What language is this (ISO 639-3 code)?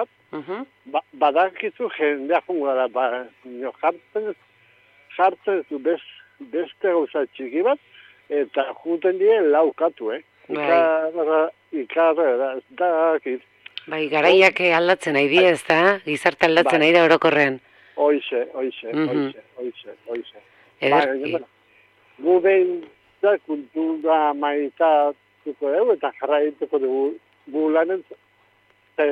eus